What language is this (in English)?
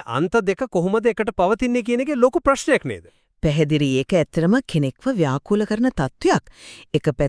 Sinhala